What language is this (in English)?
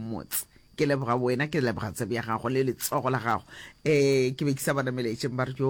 Northern Sotho